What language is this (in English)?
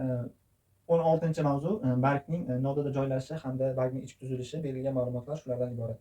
Uzbek